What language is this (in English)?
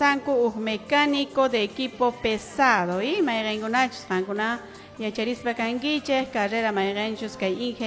Quechua